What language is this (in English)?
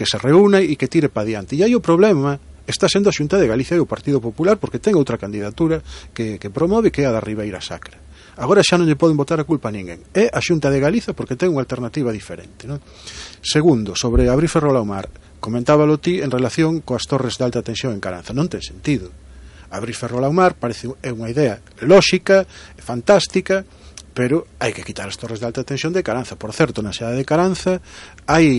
Galician